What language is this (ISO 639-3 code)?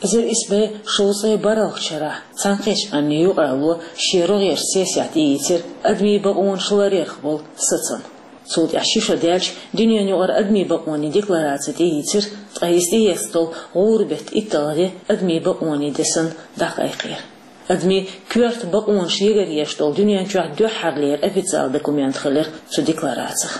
che